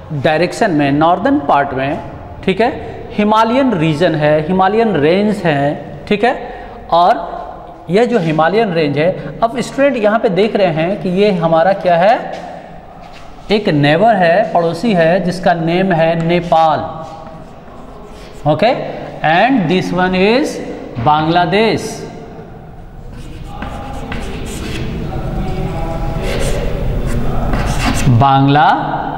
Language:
Hindi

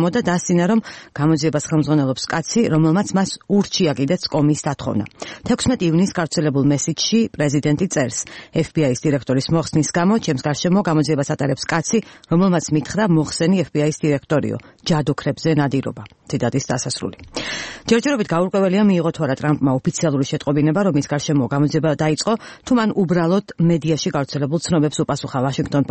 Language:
Georgian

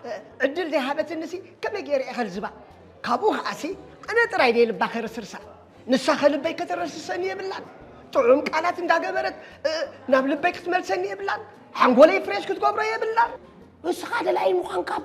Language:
Tigrinya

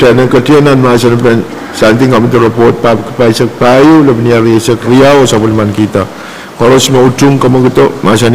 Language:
Pohnpeian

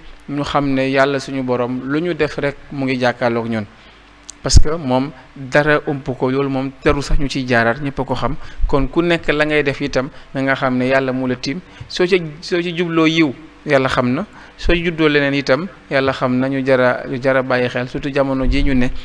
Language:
Wolof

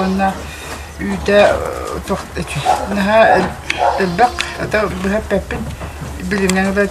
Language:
Yakut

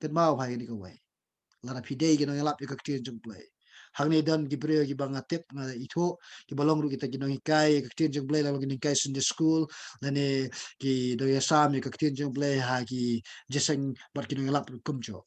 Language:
Khasi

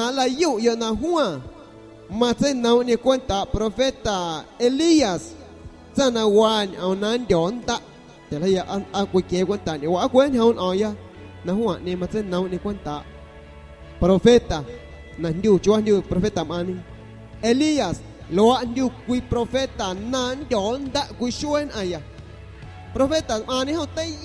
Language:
San Pedro Amuzgos Amuzgo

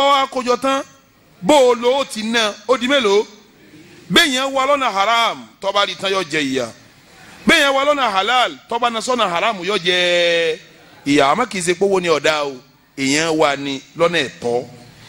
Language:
Yoruba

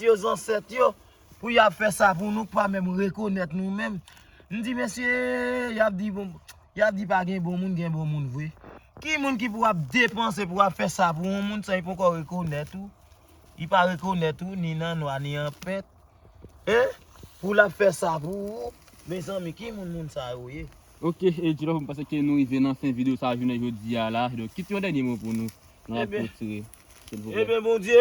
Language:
Haitian Creole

